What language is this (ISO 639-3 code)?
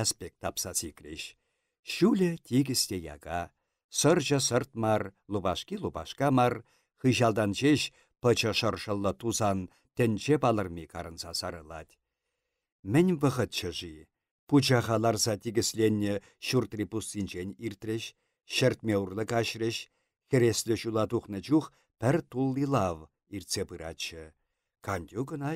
chv